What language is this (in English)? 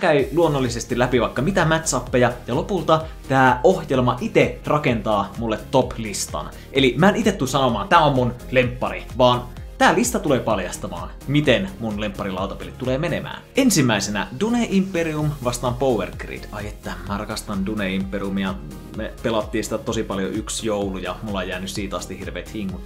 Finnish